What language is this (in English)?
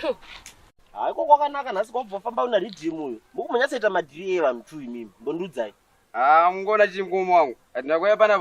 Shona